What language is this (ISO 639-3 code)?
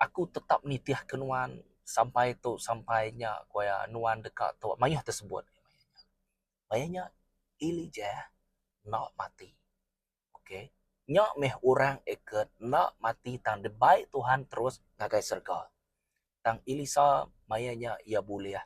iba